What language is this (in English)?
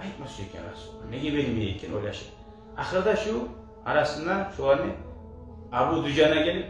Kumyk